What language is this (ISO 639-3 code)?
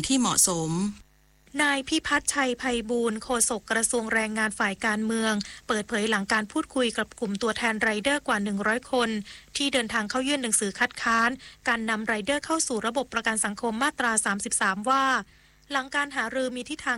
tha